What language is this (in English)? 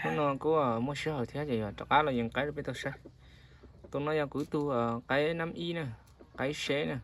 Hmong